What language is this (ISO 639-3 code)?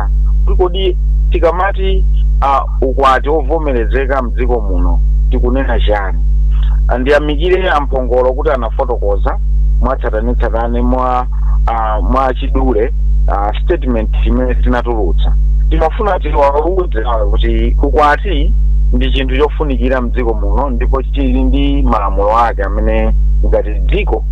nya